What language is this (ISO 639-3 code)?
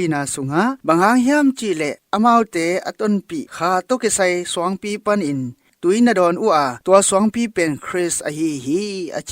ctd